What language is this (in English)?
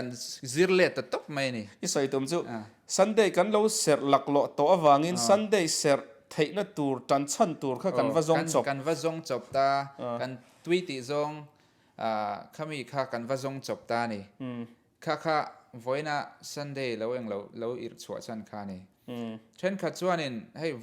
Mizo